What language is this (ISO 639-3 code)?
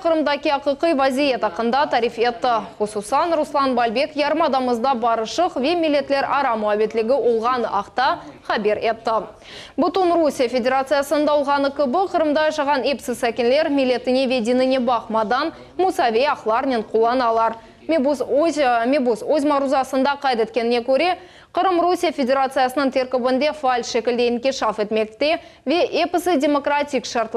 crh